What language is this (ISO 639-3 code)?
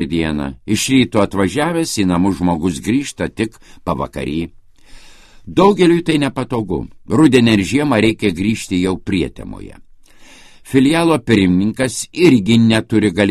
lit